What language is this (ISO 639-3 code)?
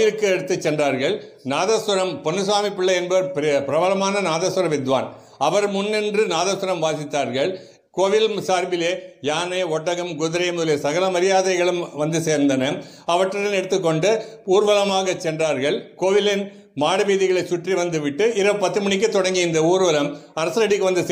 tam